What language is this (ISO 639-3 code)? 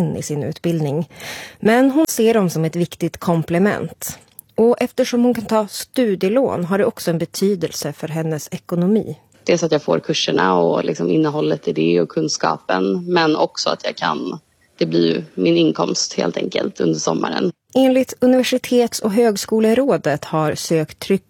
swe